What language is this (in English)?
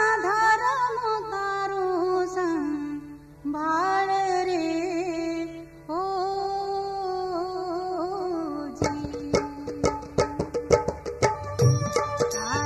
Gujarati